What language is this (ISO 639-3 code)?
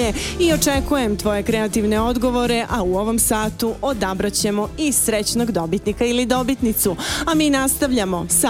srp